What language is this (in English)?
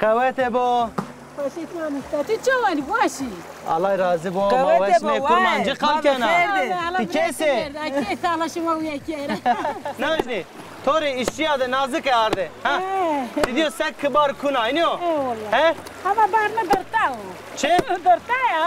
Zaza